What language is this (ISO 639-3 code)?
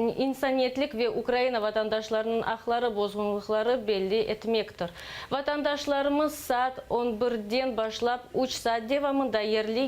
crh